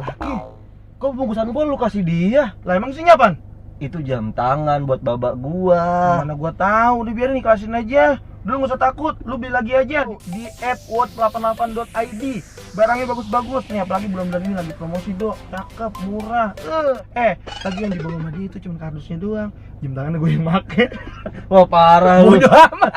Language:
Betawi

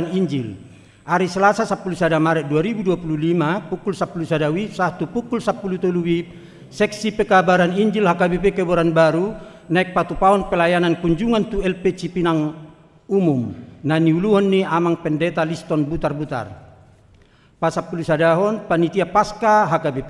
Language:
Batak Toba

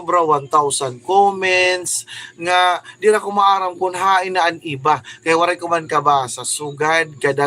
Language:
Waray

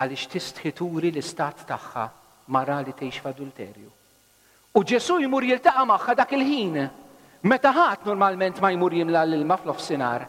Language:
Maltese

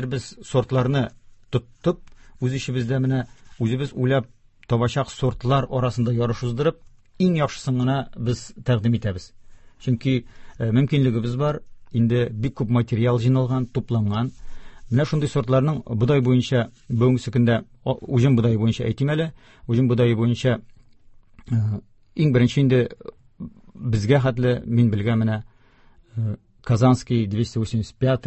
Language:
Tatar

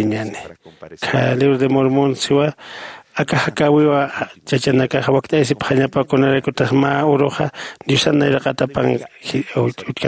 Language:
Aymara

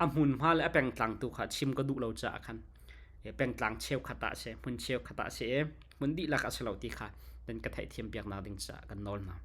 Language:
Hakha Chin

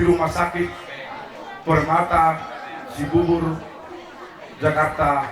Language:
Batak Toba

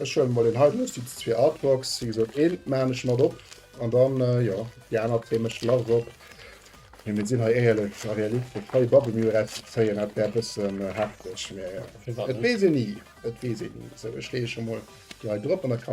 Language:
Luxembourgish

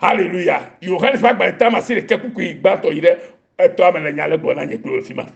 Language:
Ewe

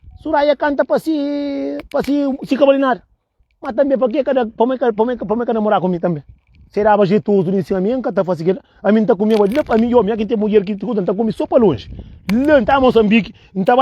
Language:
Kabuverdianu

